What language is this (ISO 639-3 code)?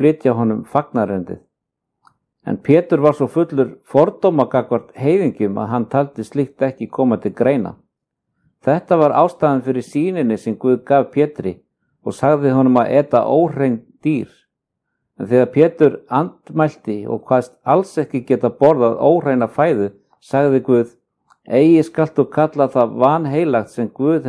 isl